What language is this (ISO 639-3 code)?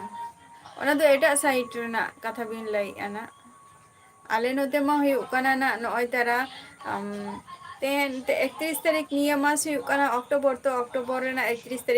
sat